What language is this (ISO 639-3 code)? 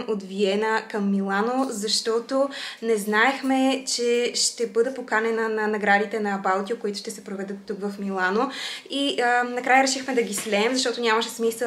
bul